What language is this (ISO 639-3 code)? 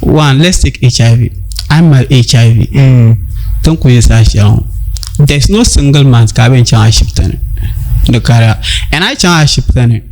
dag